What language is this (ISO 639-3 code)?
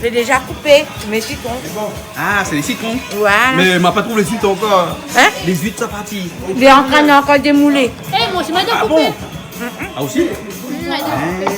rcf